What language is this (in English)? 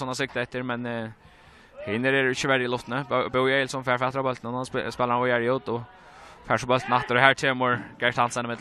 Faroese